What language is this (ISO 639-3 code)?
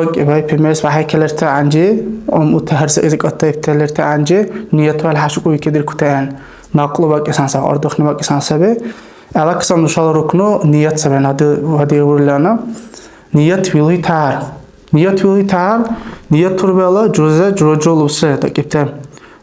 dar